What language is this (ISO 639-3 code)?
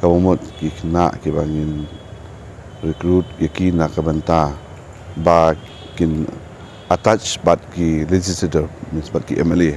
kha